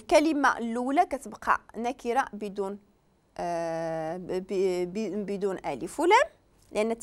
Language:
Moroccan Arabic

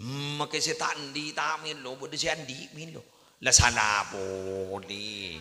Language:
Madurese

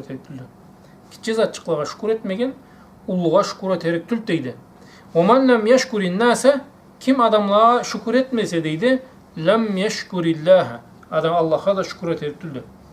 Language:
Karachay-Balkar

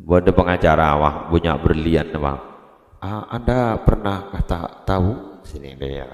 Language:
Madurese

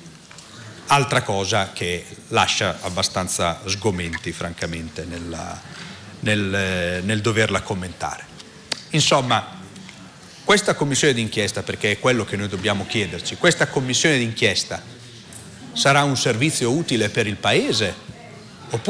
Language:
Italian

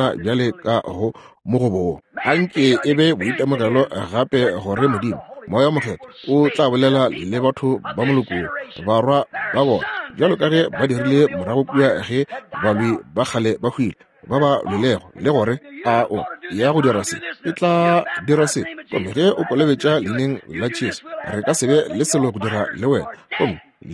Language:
Northern Sotho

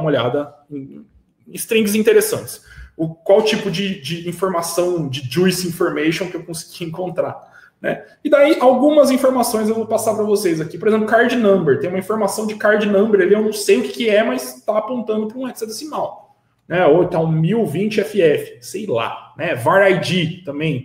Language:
Portuguese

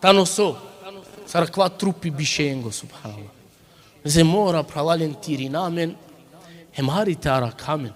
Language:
Balkan Romani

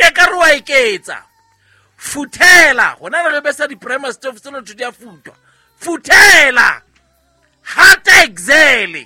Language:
Southern Sotho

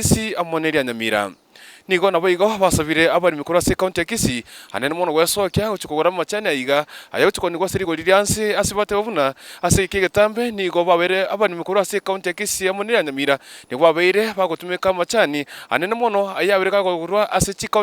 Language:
Gusii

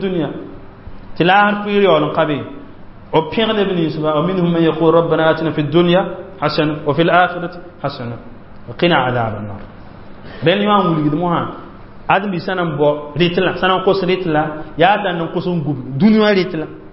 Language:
Mossi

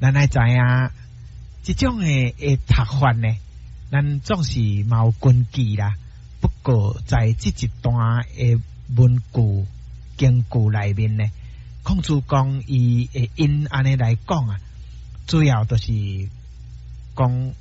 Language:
Min Nan Chinese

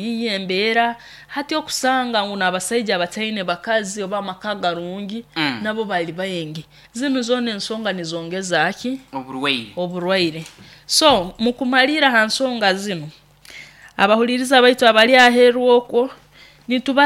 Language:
Nyoro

